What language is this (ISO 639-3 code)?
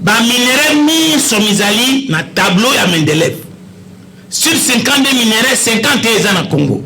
lin